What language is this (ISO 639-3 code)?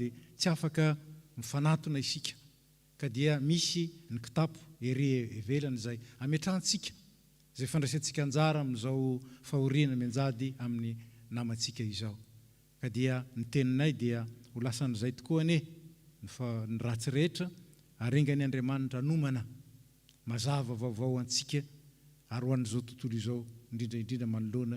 mlg